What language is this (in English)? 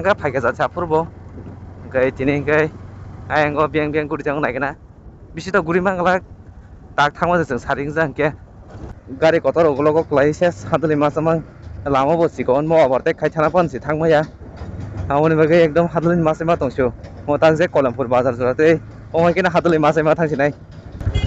Kok Borok